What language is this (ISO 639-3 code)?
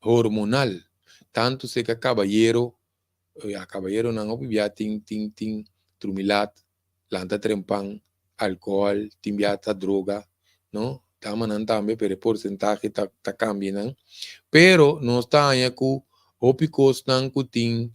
pap